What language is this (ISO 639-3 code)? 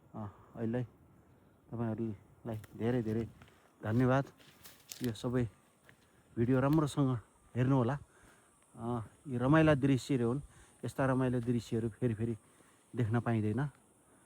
nep